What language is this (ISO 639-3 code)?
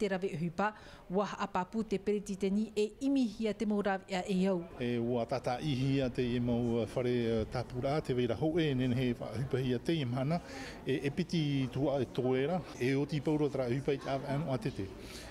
tah